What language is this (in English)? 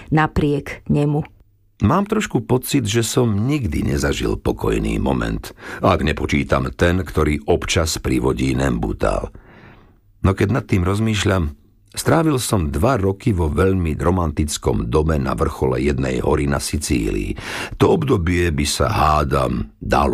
Slovak